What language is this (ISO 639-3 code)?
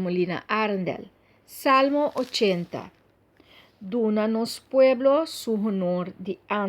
pap